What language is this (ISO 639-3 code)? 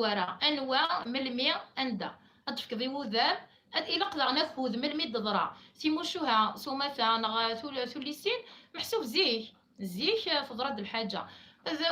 kab